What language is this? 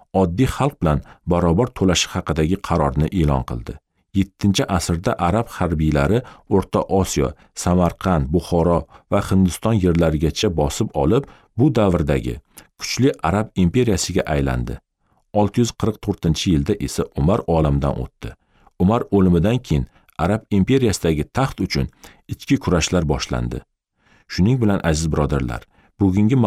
Uzbek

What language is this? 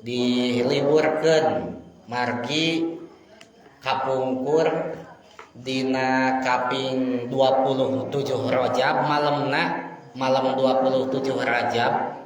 Sundanese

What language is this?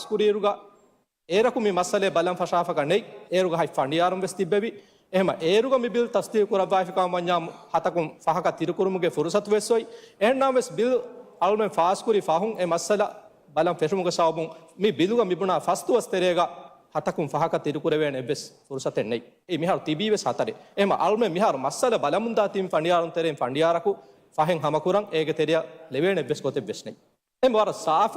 Divehi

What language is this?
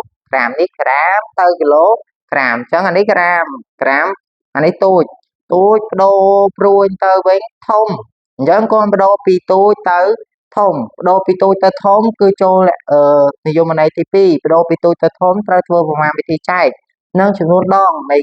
Khmer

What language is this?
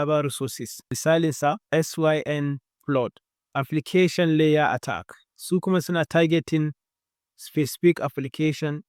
Hausa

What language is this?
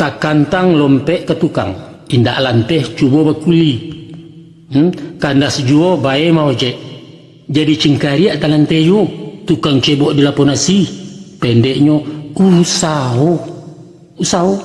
Minangkabau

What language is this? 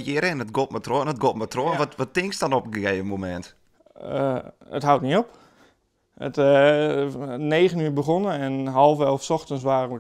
Western Frisian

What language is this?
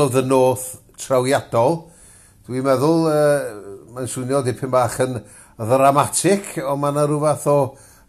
Welsh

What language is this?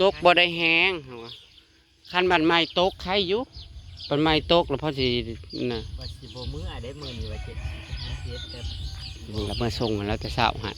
Northeastern Thai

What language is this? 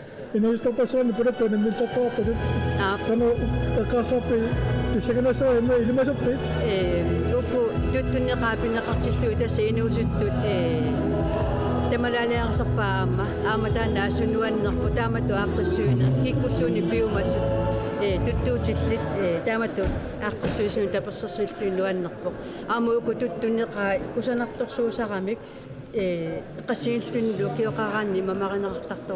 Kalaallisut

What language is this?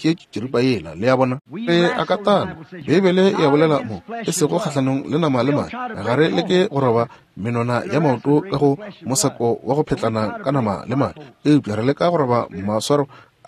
Northern Sotho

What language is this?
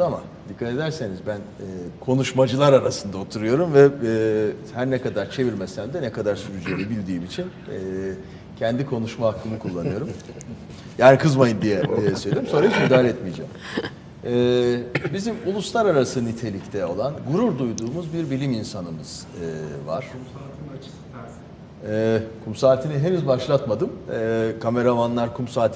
Turkish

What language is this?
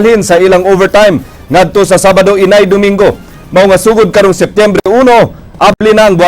Cebuano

